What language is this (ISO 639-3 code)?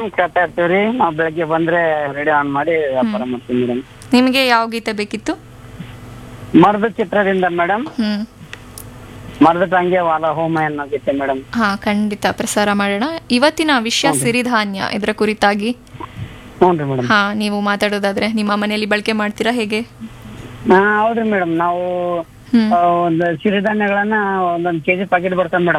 kan